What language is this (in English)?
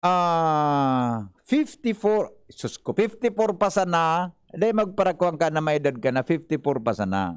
Bikol